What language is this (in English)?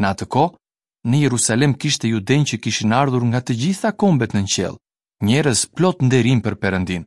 Albanian